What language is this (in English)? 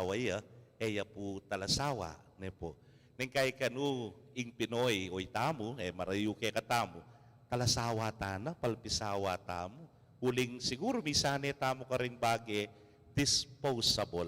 Pampanga